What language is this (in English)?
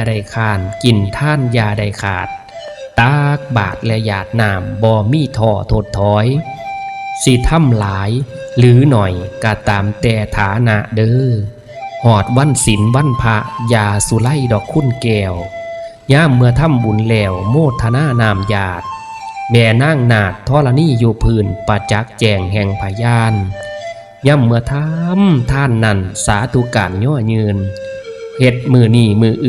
Northeastern Thai